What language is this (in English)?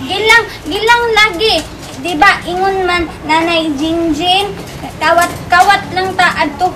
Cebuano